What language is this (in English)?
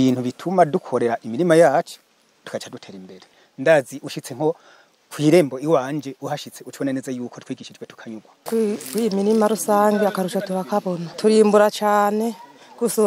Rundi